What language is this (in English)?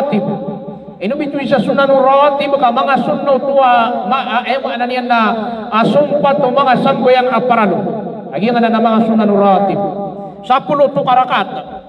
Maranao